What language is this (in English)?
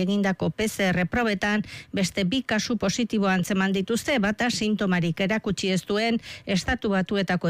Basque